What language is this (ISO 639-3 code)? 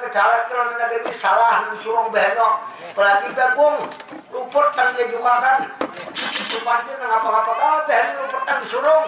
bjn